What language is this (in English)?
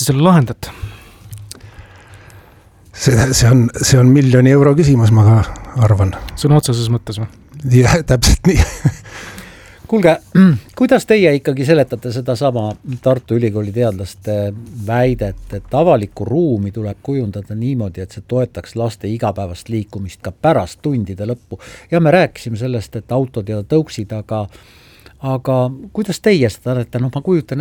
Estonian